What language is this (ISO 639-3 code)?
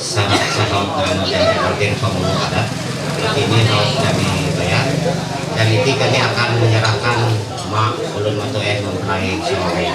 mhy